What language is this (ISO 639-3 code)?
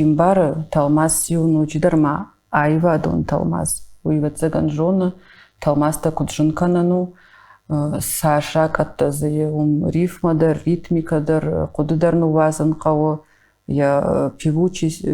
oss